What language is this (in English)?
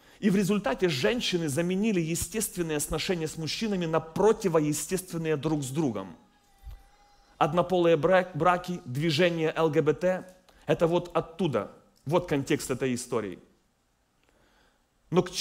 Russian